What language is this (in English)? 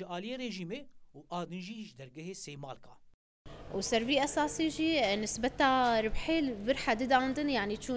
Kurdish